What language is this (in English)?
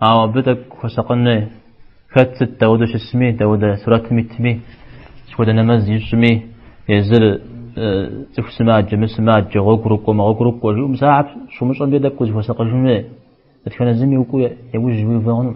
Kabardian